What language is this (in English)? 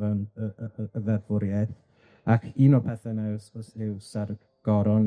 Welsh